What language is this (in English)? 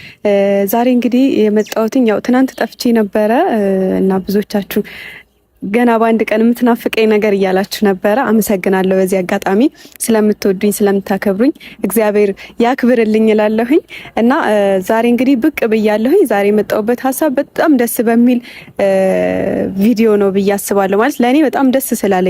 Amharic